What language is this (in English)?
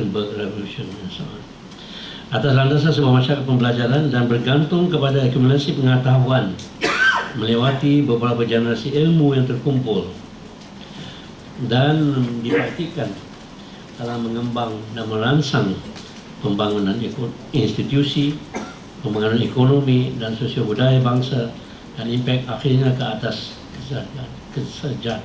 Malay